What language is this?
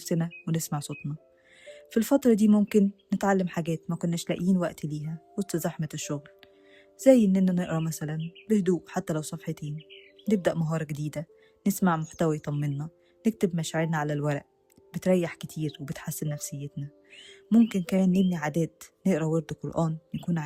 Egyptian Arabic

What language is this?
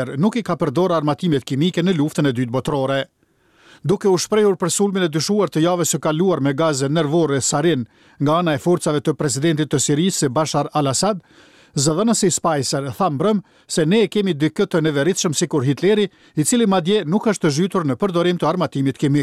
Albanian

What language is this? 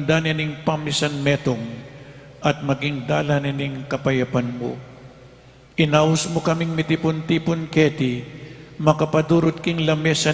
Pampanga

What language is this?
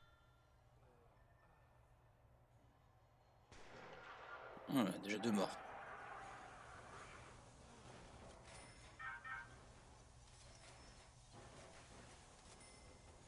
French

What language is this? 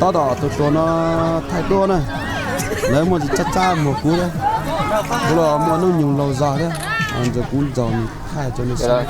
Hmong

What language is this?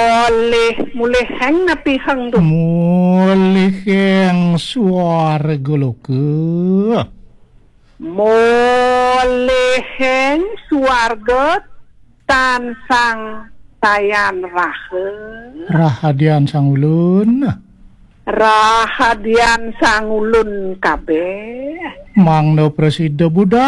Balinese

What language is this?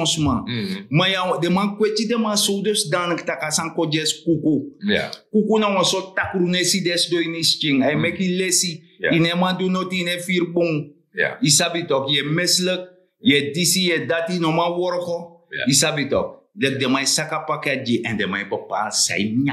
Sranan Tongo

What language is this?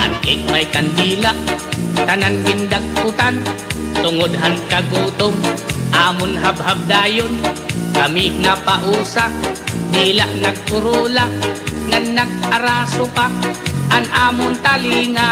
Waray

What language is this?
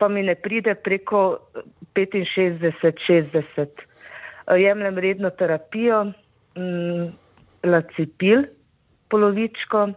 Slovenian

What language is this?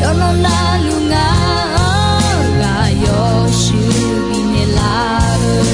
Akha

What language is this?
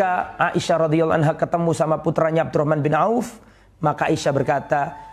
Indonesian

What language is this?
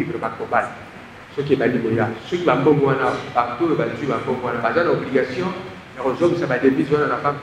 French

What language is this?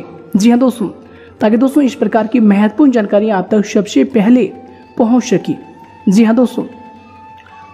Hindi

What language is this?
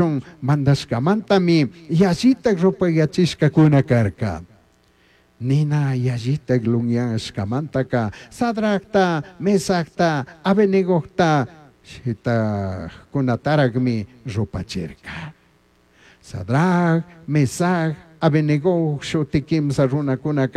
Chimborazo Highland Quichua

